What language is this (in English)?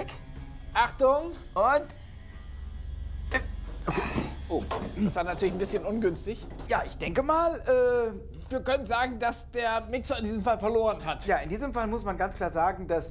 German